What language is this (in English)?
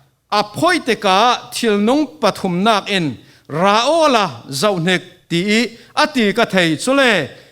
Falam Chin